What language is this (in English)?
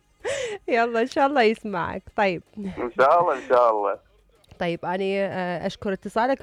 Mesopotamian Arabic